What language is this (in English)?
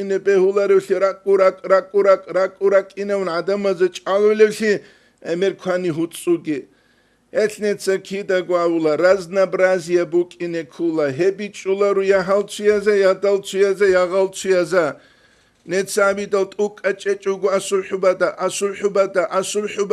Avaric